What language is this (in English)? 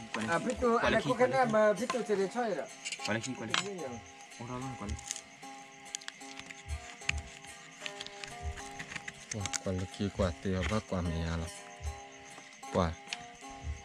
Thai